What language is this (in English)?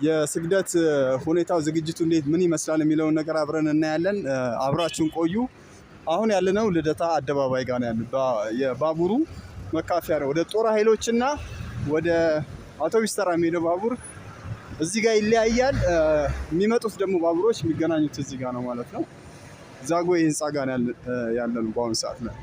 Amharic